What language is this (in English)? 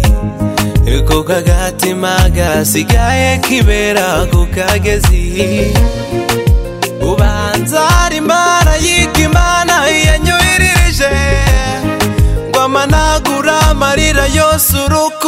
Kinyarwanda